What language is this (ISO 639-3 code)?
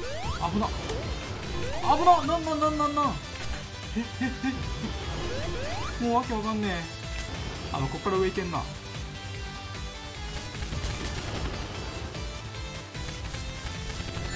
jpn